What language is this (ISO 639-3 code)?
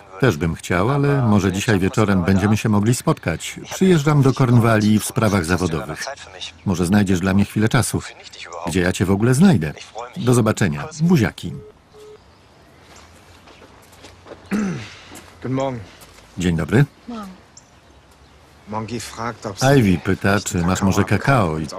pol